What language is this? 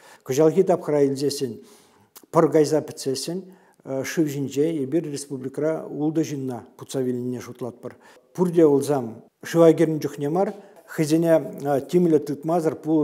Chuvash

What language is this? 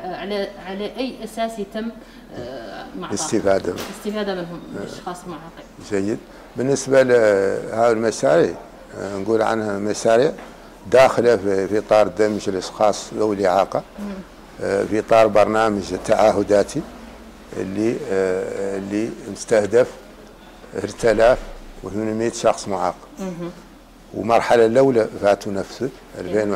Arabic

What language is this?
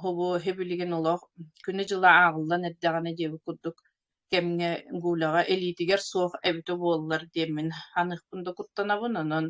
Yakut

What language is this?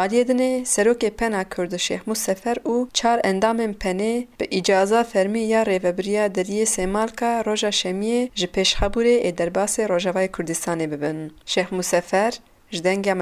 Kurdish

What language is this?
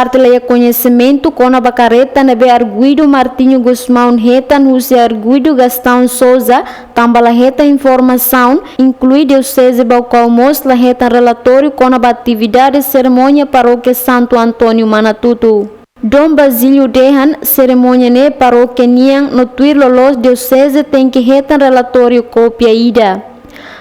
Tetum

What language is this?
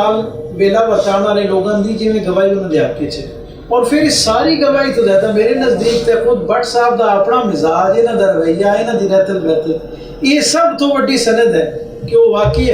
Western Panjabi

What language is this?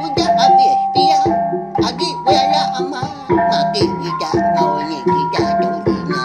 Iban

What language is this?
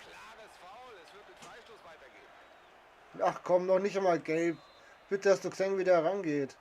Bavarian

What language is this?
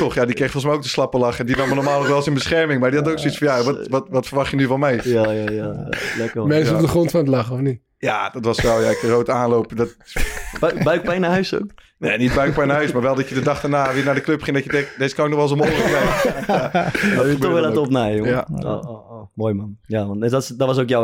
Dutch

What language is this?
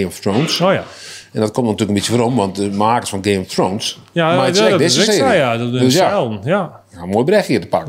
Western Frisian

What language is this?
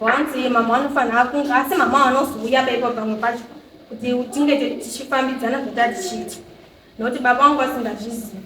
Shona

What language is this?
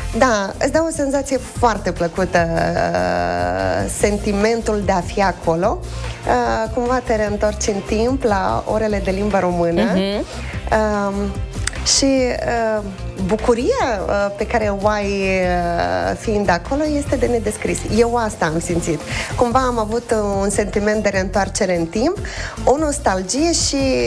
Romanian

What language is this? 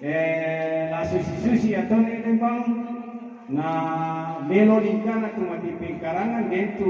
Toraja-Sa'dan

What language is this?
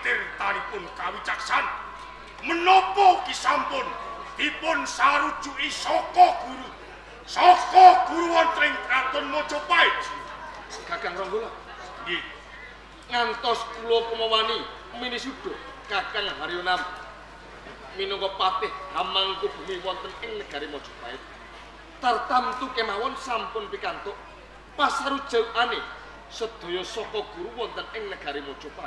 Javanese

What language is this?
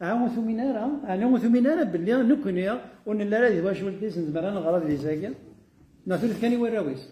Kabyle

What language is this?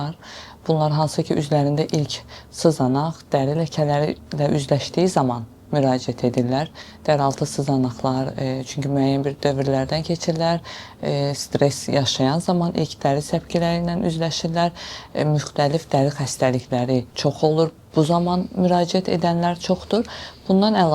Azerbaijani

